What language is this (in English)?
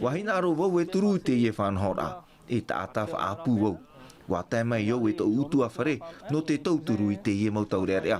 Tahitian